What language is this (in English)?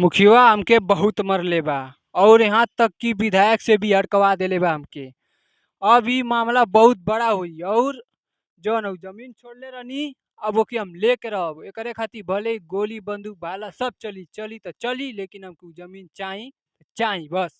Bhojpuri